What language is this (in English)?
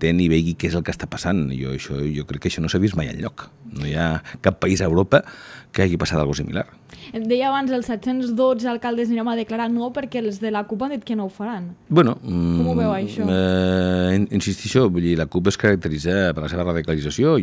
Catalan